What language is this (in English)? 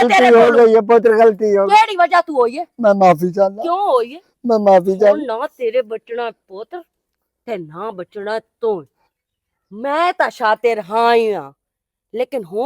Western Panjabi